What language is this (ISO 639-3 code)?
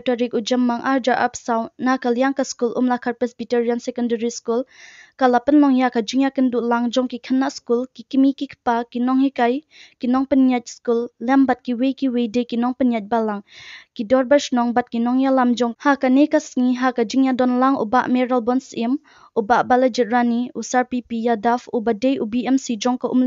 kha